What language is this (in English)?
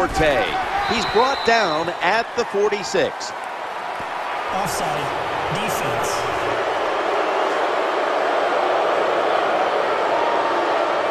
English